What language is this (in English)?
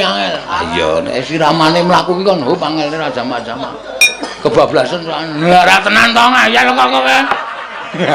Javanese